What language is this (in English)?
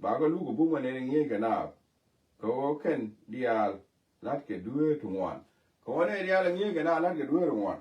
Nuer